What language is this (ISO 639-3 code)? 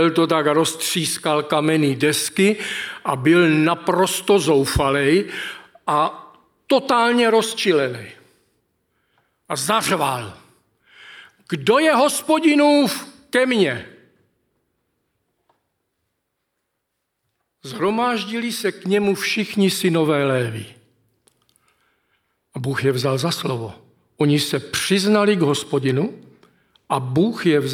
ces